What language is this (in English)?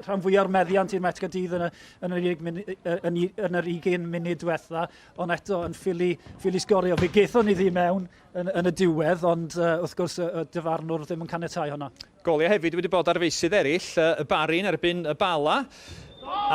Welsh